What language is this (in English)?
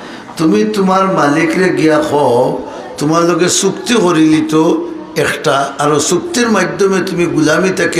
Sylheti